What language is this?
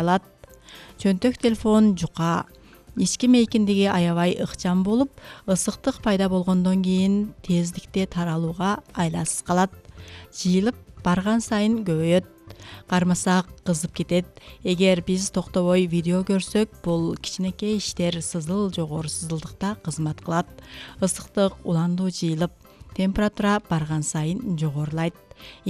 Kyrgyz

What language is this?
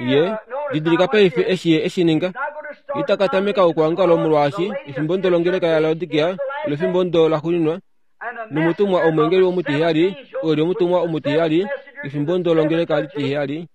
Kuanyama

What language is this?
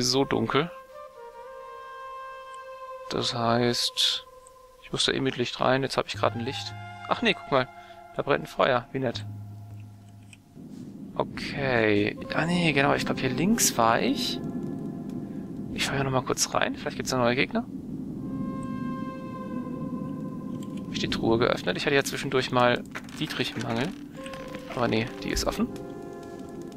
German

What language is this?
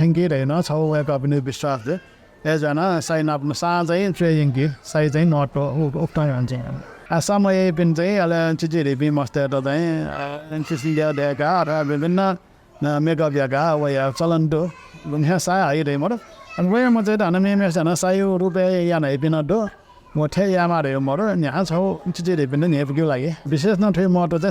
Newari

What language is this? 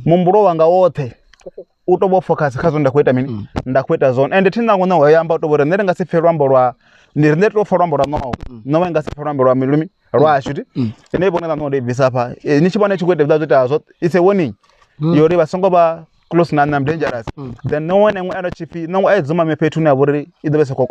Venda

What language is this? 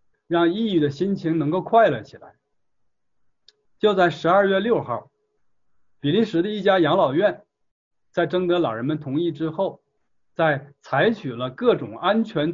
Chinese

